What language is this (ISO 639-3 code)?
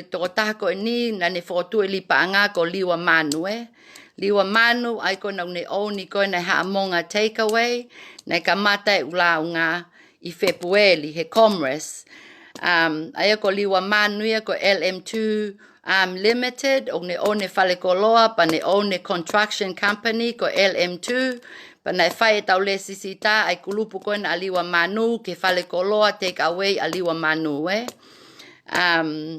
ton